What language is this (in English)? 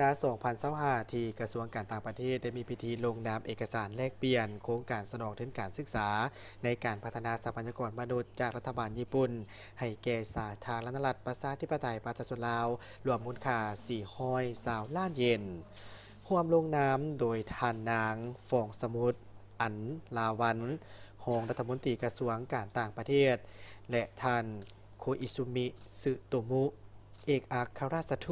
Lao